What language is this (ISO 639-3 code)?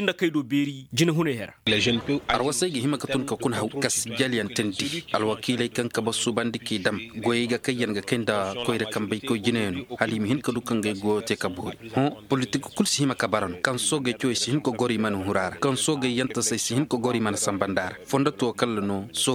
ses